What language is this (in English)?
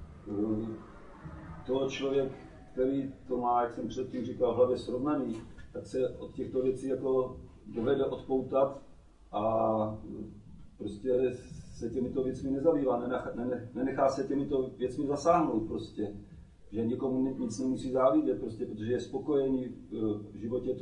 Czech